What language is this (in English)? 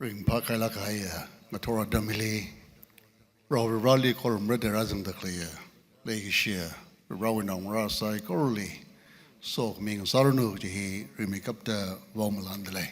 Tangkhul Naga (India)